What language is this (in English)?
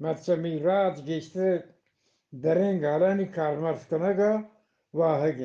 Eastern Balochi